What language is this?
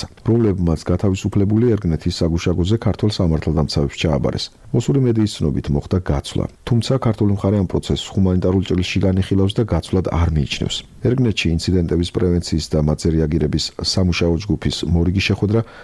Georgian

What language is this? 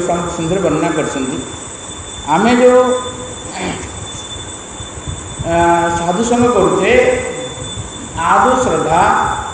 Odia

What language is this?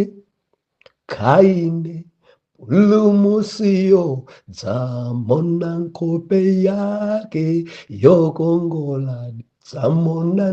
Nyanja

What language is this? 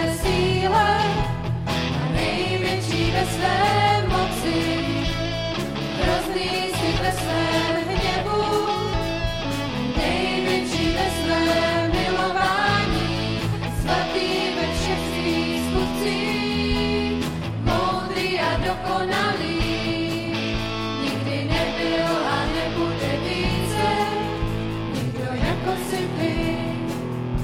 Czech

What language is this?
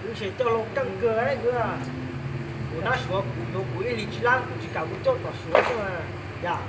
Hmong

